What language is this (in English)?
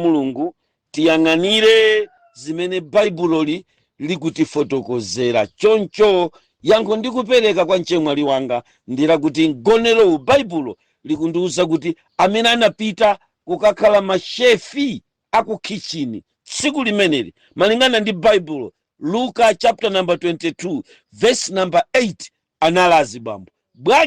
Nyanja